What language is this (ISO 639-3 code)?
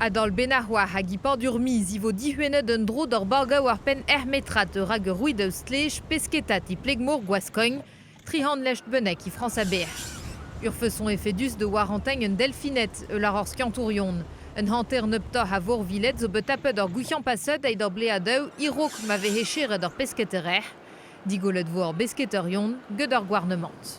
bre